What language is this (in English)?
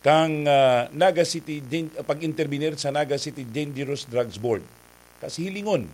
Bikol